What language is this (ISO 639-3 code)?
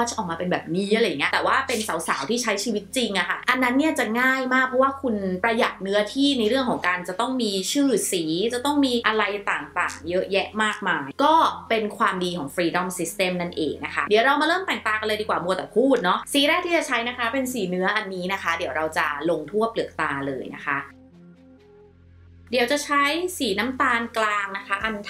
tha